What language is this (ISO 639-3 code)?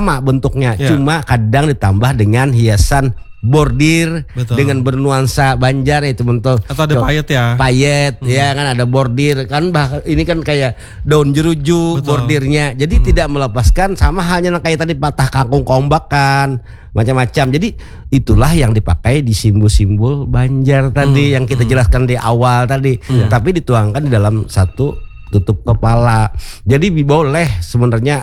ind